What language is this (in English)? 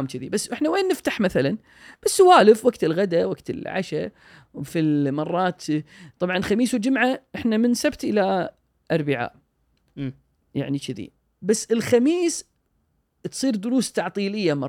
Gulf Arabic